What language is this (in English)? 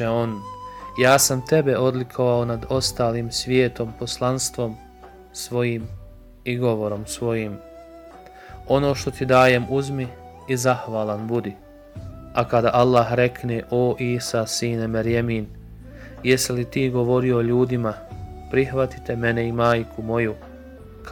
Bosnian